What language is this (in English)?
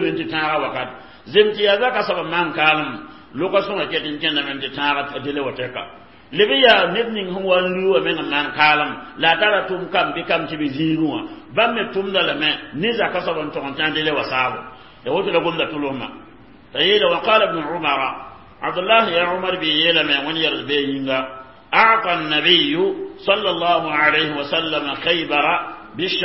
Mossi